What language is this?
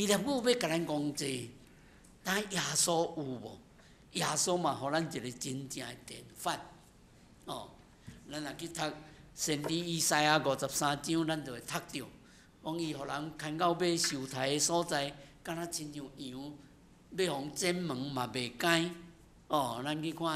Min Nan Chinese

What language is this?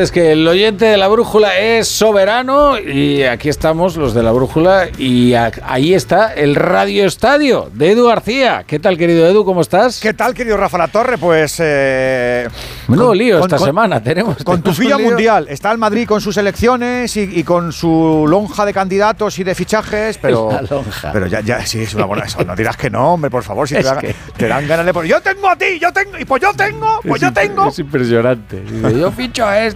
Spanish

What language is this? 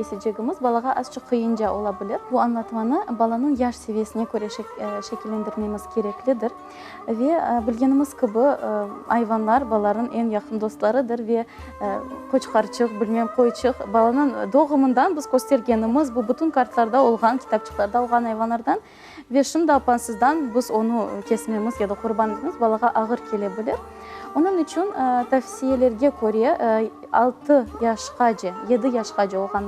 Crimean Tatar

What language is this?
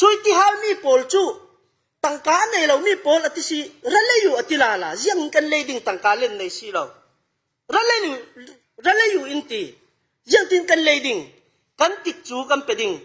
Falam Chin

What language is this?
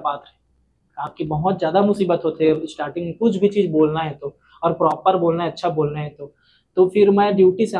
Chhattisgarhi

